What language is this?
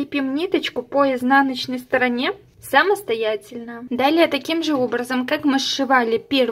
Russian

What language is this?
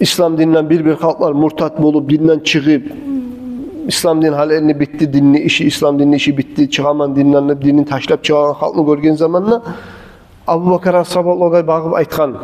Kumyk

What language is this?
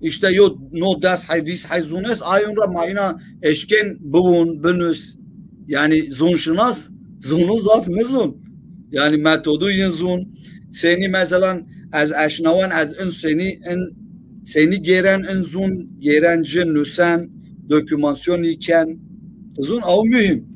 Zaza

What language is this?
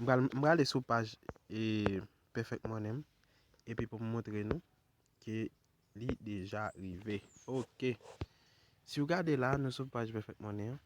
Haitian Creole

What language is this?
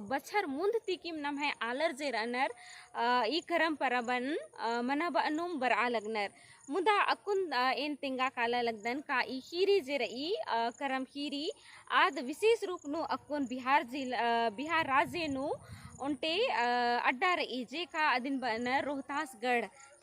Kurukh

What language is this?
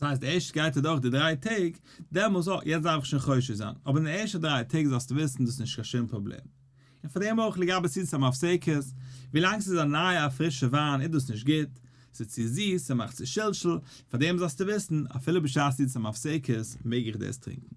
Yiddish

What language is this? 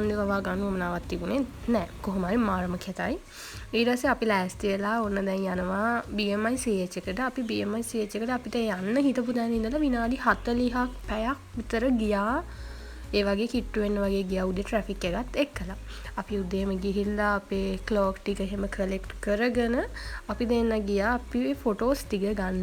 Sinhala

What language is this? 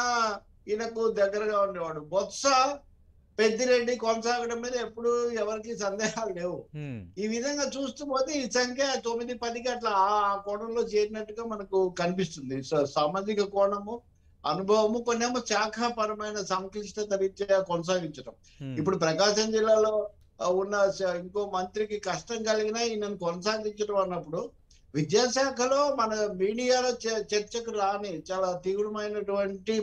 Telugu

